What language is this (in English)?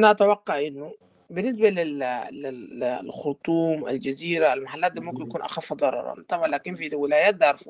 Sudanese Arabic